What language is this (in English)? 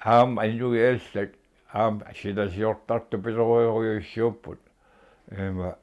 Kalaallisut